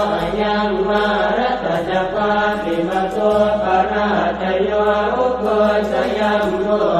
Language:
Pali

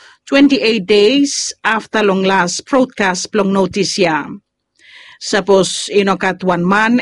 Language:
Bislama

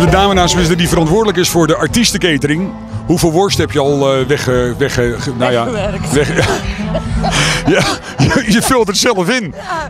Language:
Dutch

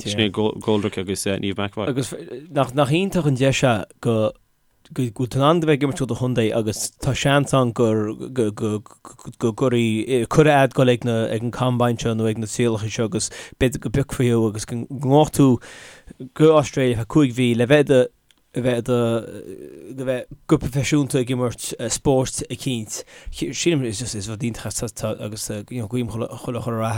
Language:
Irish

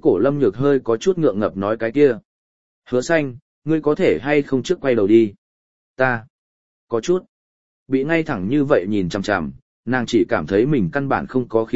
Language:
Vietnamese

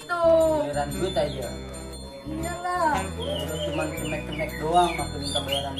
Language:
Betawi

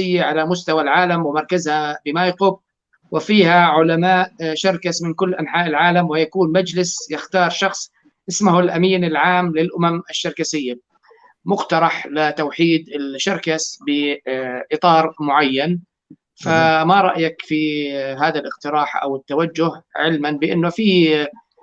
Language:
North Levantine Arabic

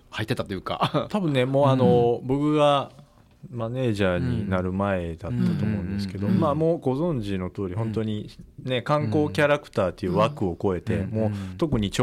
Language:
Japanese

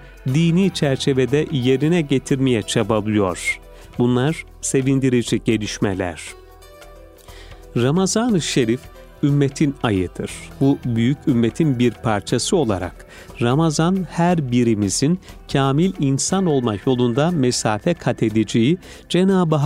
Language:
Turkish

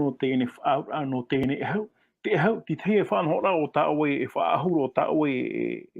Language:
Tahitian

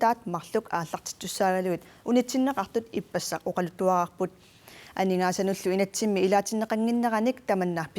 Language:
Kalaallisut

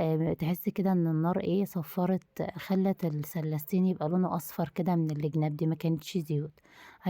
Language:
Egyptian Arabic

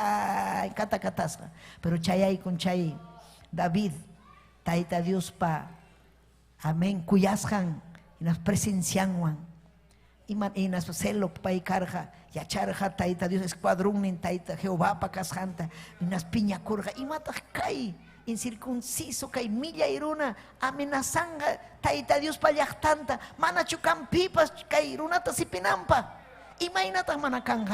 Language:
Ayacucho Quechua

